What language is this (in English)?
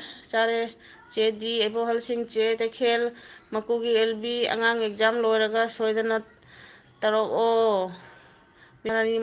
Manipuri